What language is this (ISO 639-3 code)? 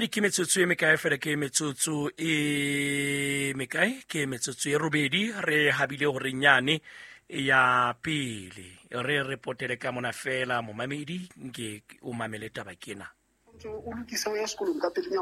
sot